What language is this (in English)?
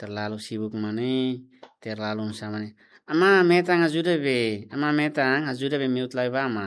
Tetum